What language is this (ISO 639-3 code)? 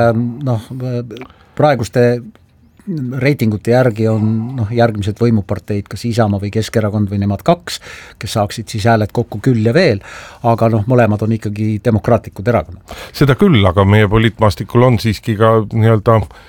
est